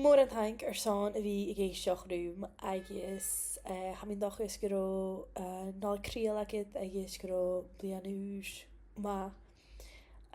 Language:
Scottish Gaelic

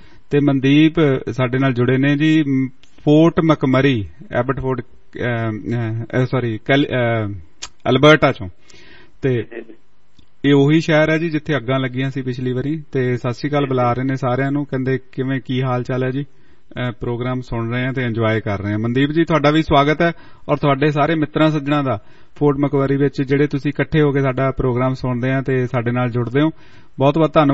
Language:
Punjabi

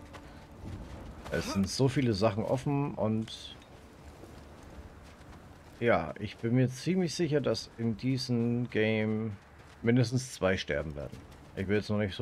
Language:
German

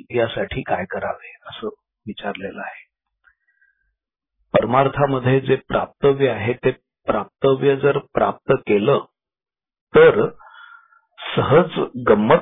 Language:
Marathi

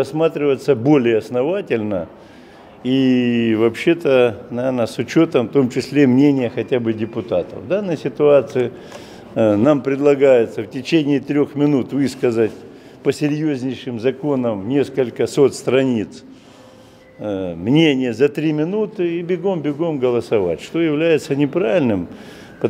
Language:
Russian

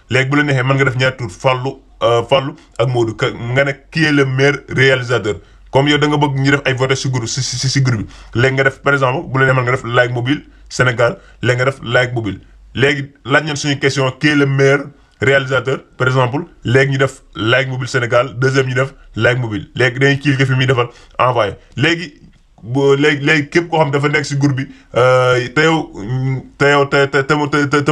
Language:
Wolof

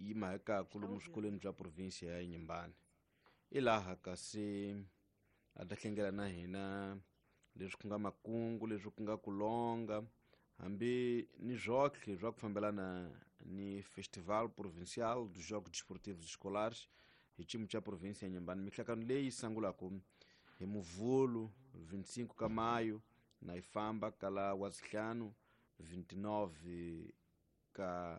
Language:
Tsonga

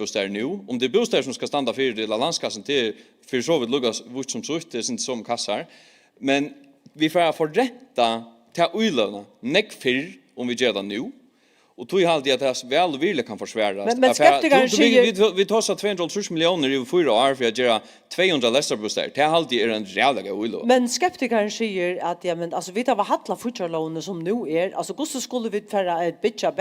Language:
Faroese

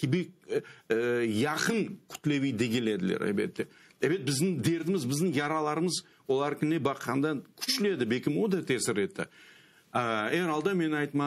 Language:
Crimean Tatar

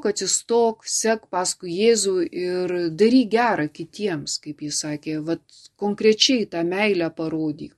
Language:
Lithuanian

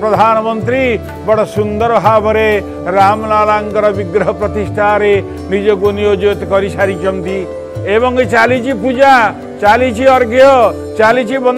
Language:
Odia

